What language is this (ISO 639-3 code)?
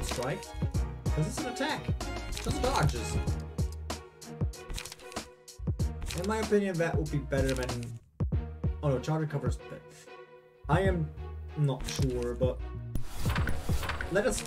eng